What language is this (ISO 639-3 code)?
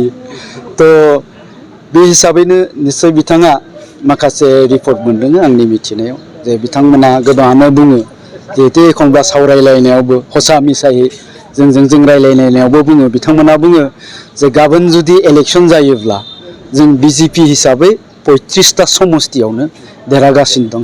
brx